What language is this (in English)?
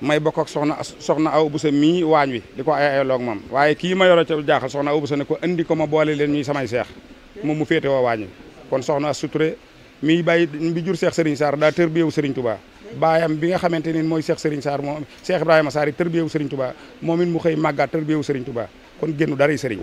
Wolof